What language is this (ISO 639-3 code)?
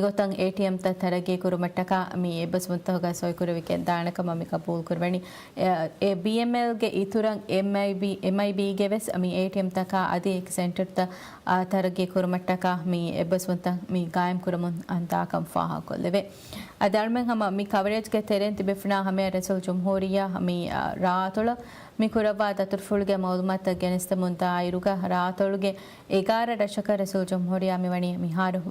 div